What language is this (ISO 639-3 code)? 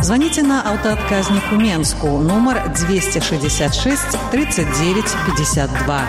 bel